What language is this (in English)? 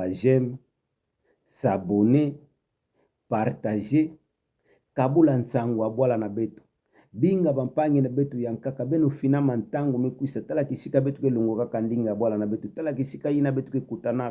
Kituba (Democratic Republic of Congo)